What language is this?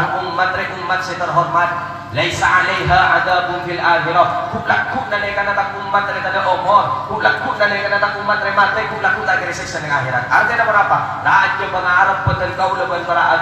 Madurese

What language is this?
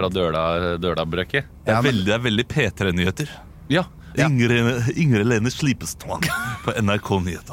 Norwegian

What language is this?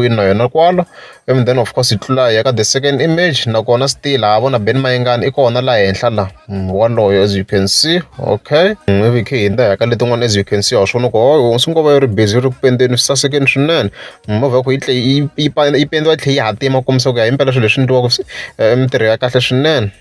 Tsonga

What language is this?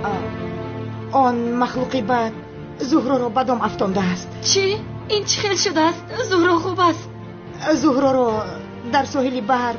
Tajik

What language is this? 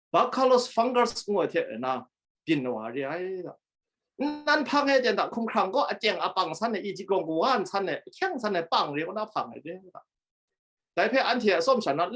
Kachin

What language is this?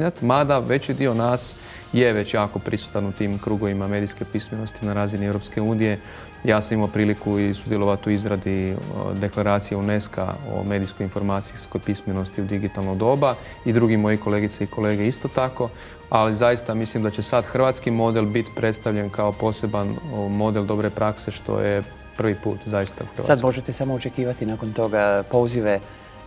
Croatian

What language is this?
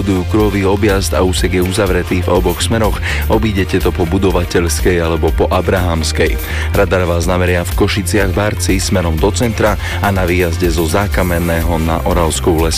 Slovak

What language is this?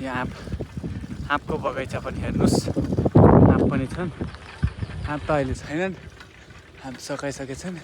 Nepali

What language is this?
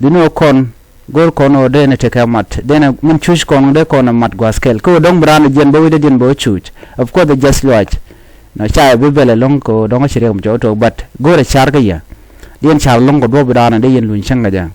Nuer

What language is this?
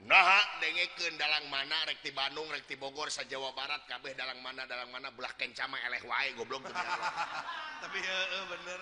Sundanese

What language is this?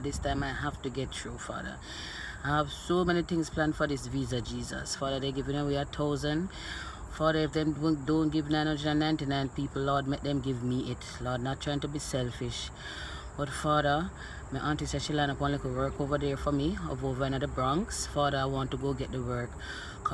Jamaican Creole English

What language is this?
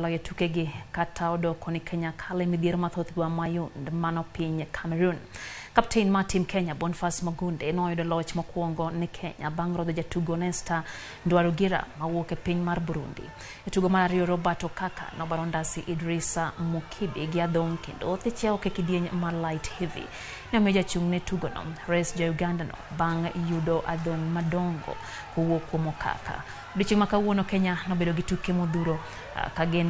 Luo (Kenya and Tanzania)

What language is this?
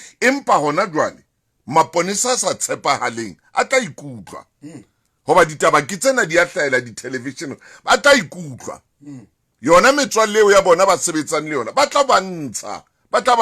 Southern Sotho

